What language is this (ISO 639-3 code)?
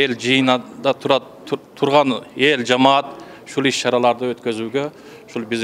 kir